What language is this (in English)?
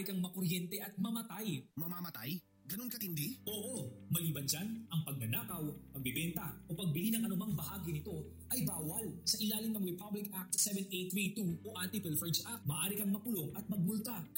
Filipino